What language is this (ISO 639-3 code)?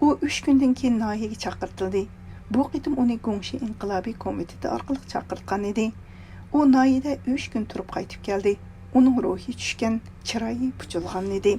uig